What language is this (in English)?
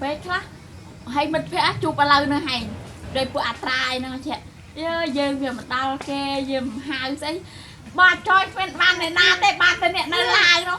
Khmer